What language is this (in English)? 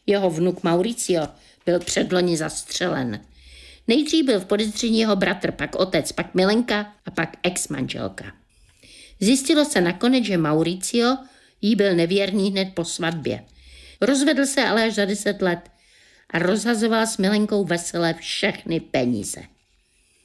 Czech